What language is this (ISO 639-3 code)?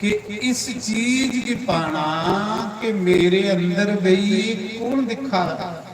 doi